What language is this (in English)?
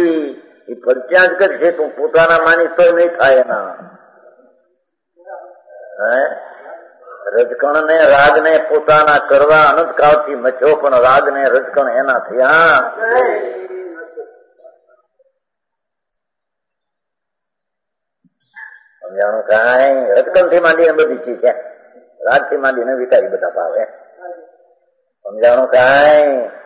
Gujarati